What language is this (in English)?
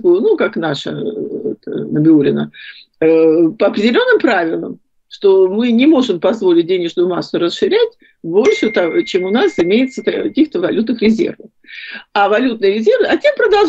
Russian